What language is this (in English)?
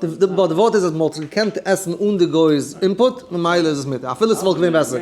Yiddish